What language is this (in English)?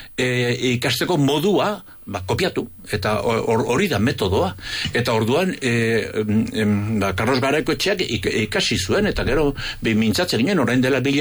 Basque